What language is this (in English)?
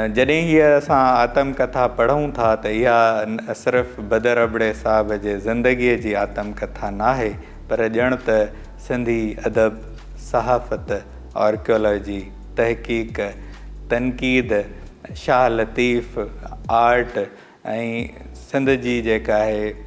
Sindhi